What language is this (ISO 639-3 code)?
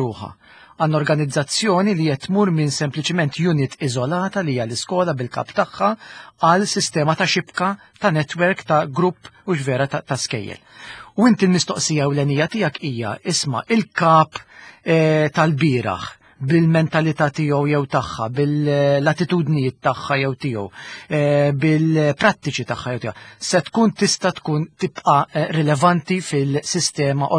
mlt